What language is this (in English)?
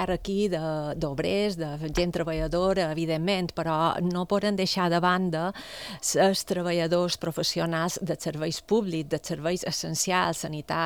Catalan